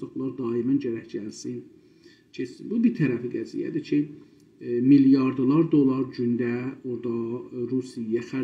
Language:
South Azerbaijani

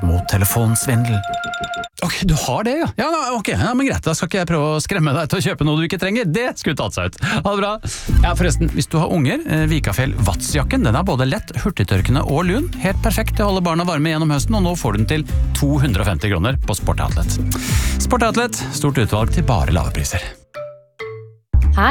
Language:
Norwegian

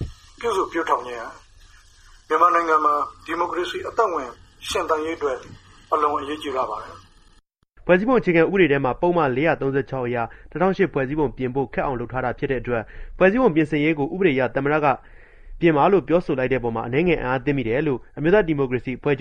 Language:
Burmese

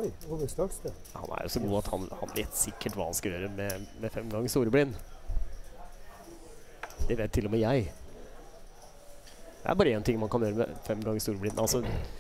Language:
Norwegian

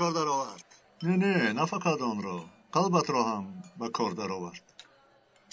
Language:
Tajik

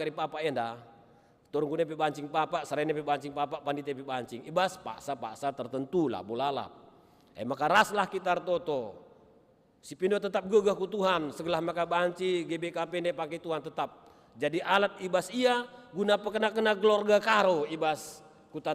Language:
Batak Karo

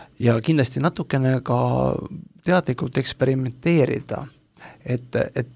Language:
Estonian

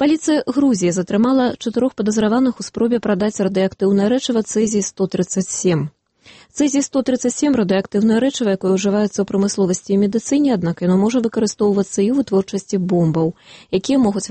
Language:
Belarusian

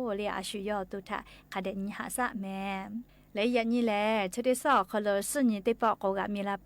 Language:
Lahu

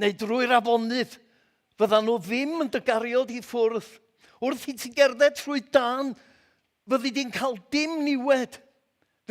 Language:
Welsh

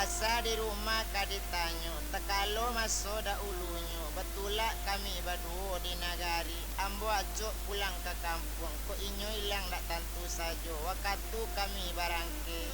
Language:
Minangkabau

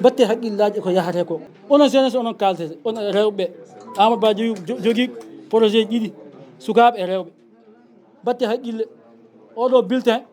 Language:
Fula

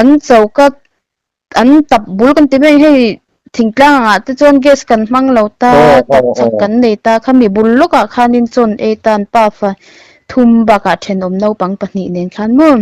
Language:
Mizo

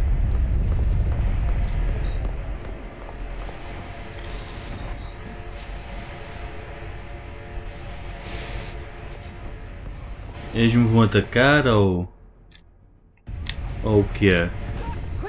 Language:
Portuguese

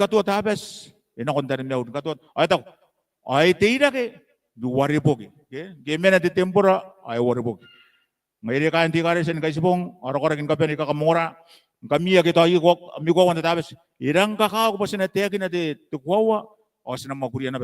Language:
Gilbertese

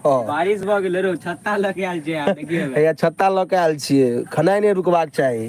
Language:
Maithili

